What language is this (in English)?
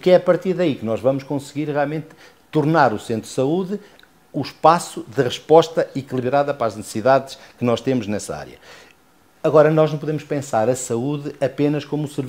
Portuguese